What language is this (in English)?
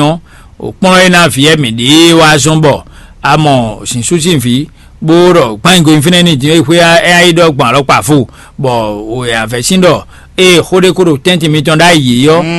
Fon